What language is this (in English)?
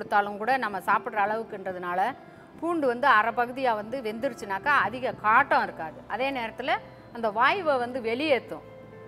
Tamil